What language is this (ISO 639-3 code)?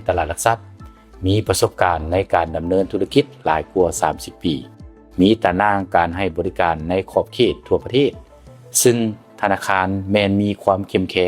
lao